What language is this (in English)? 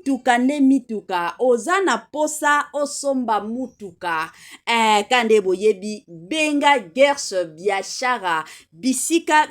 Lingala